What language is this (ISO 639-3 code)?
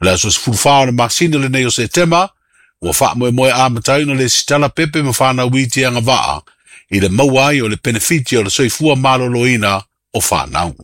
smo